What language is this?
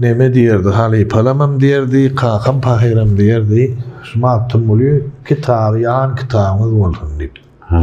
Turkmen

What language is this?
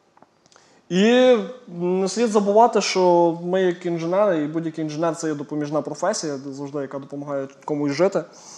Ukrainian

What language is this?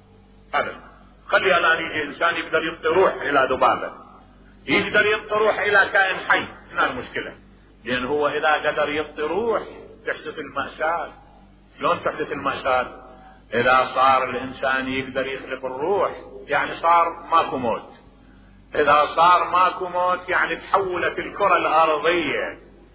Mesopotamian Arabic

